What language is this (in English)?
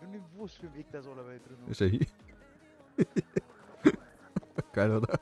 Bavarian